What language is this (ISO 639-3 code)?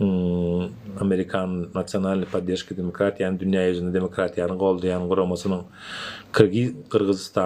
tuk